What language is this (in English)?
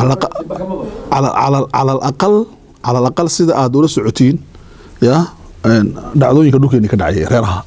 Somali